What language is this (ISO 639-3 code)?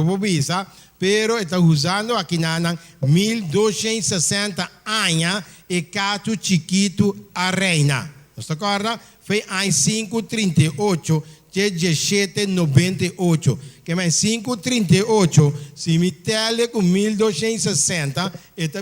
pap